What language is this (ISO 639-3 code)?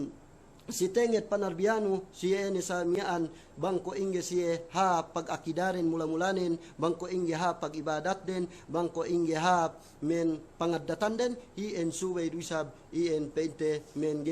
yka